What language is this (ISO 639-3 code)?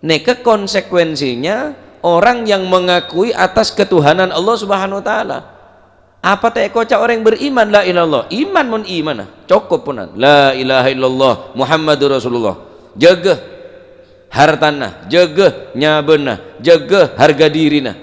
mad